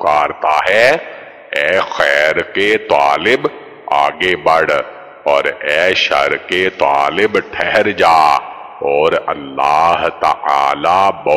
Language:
Urdu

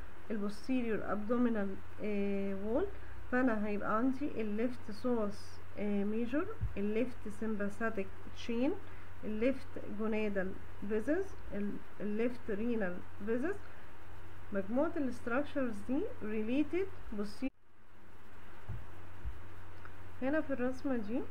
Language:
Egyptian Arabic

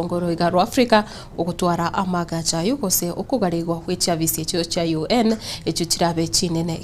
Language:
Gusii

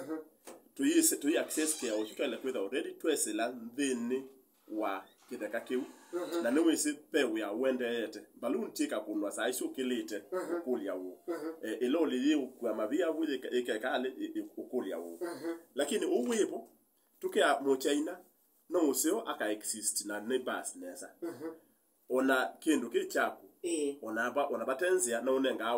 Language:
Kamba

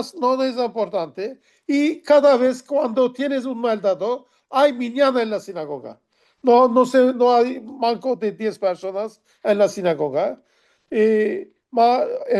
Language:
Ladino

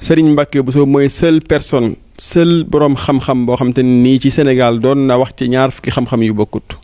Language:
Wolof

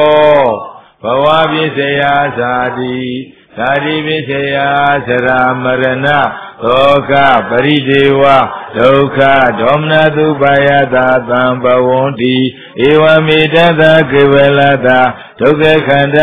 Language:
Burmese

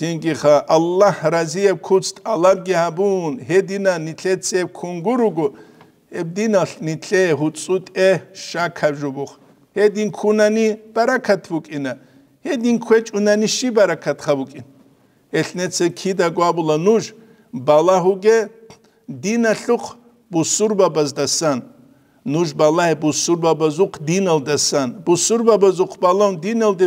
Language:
Avaric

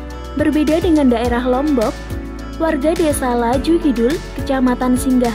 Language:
Indonesian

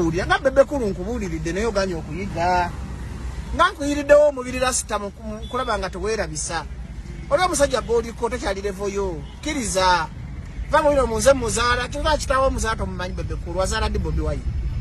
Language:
Ganda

